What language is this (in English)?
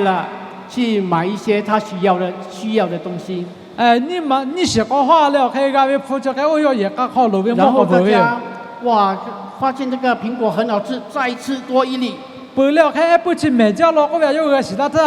Lahu